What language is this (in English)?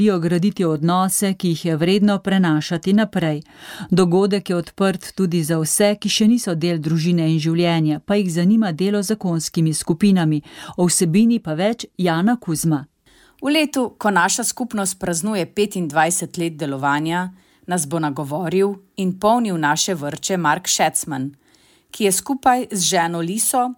Slovenian